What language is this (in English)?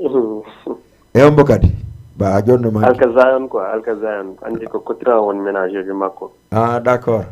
Fula